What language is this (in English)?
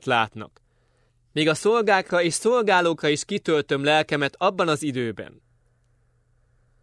Hungarian